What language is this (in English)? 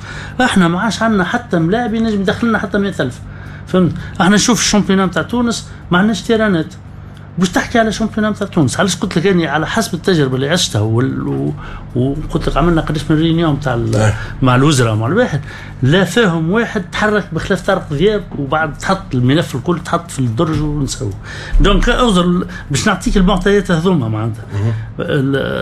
Tunisian Arabic